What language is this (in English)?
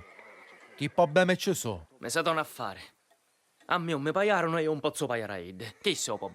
Sicilian